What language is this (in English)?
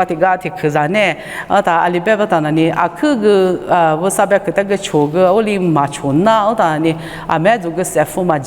Lisu